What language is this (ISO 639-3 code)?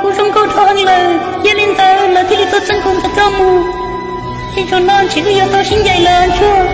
hmn